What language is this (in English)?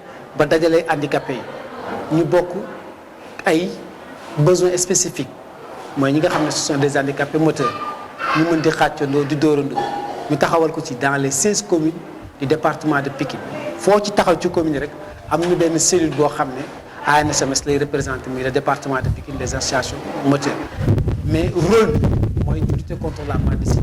Wolof